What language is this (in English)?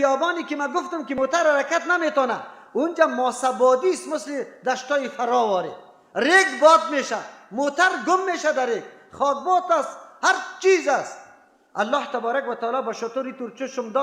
Persian